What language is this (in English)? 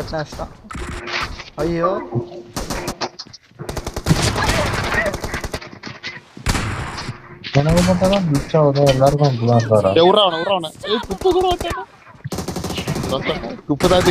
Tamil